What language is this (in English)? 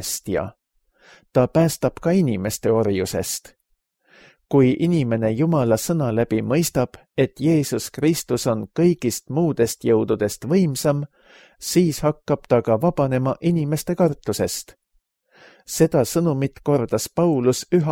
Estonian